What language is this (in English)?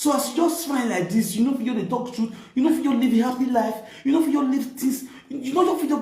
Nigerian Pidgin